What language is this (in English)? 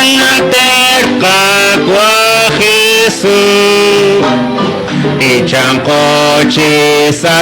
Kekchí